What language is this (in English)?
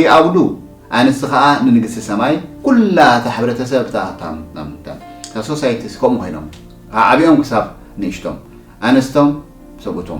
Tigrinya